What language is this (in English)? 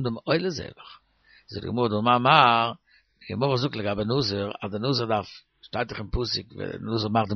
Yiddish